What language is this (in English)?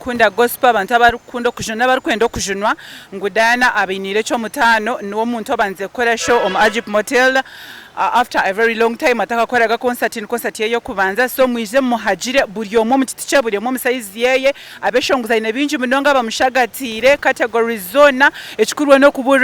Nyankole